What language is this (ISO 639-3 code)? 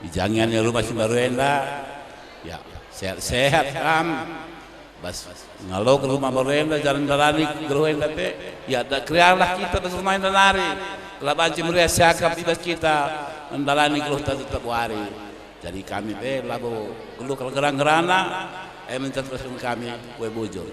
btx